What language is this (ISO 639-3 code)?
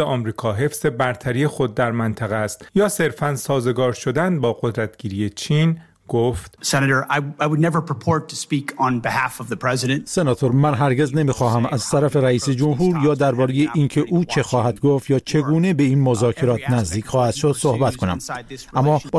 fas